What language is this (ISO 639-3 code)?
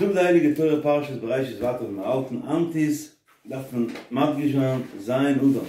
yid